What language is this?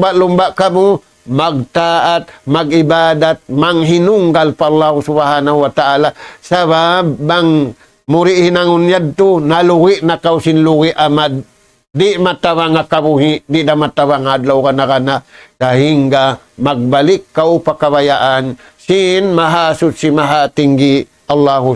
Tausug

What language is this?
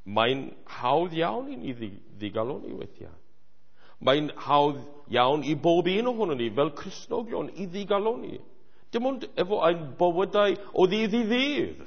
Welsh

